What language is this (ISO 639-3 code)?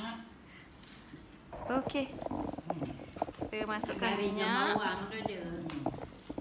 msa